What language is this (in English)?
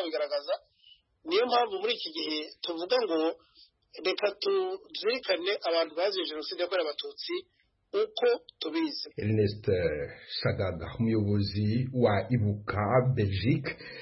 Kinyarwanda